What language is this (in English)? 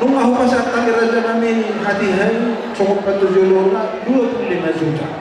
Batak Toba